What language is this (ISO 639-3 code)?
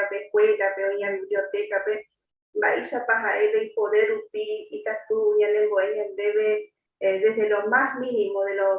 grn